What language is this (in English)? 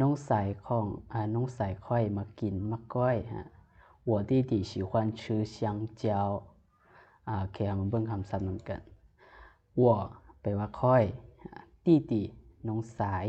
Lao